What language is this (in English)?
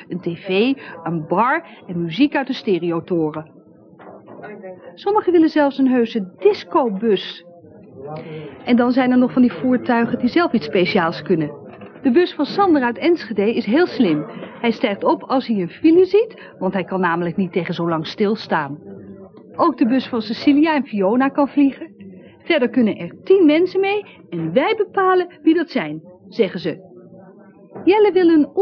Dutch